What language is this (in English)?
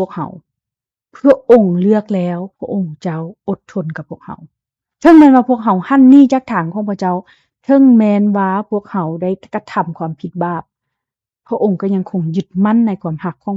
Lao